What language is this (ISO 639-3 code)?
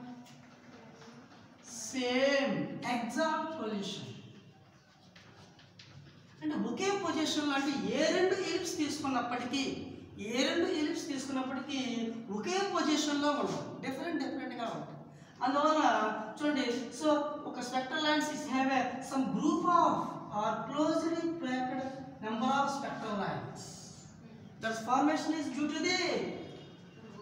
tel